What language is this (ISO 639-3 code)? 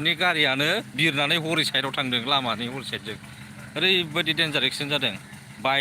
brx